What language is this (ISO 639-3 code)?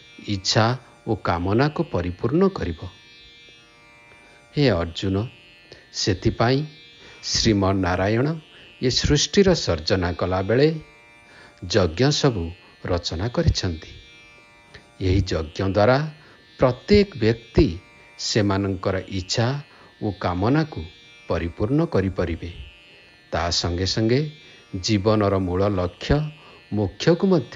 ori